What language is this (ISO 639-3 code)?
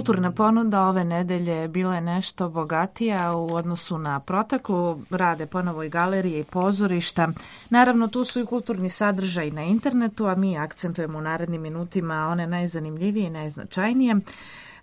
srp